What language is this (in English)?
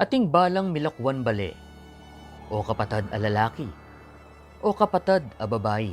Pampanga